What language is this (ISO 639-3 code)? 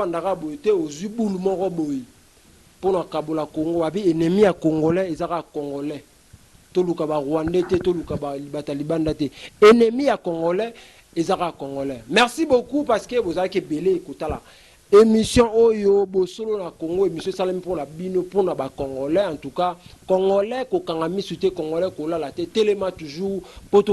lin